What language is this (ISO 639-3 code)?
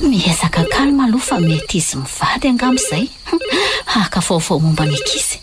mlg